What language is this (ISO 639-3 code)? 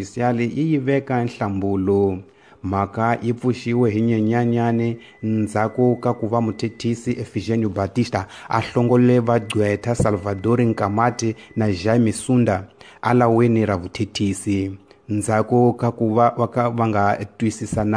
tso